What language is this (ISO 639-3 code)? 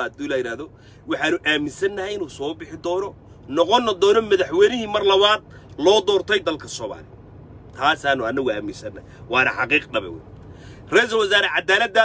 som